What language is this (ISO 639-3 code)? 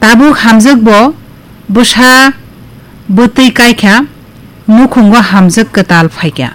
trp